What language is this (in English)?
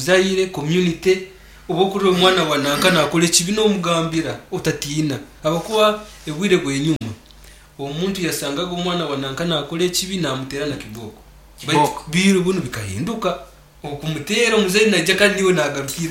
Nyankole